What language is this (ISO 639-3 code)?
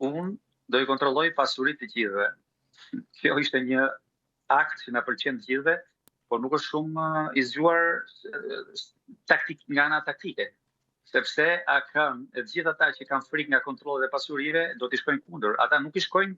sqi